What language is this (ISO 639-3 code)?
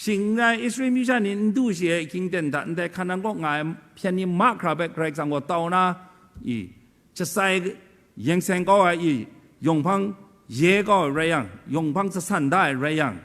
kac